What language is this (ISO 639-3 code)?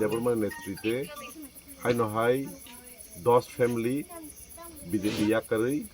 trp